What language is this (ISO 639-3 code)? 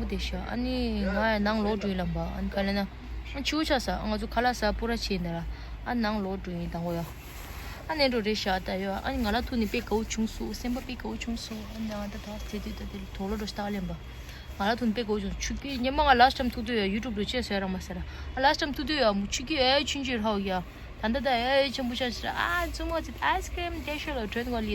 bod